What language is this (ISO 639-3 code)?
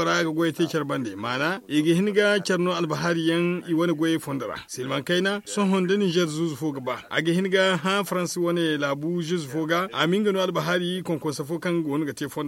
dje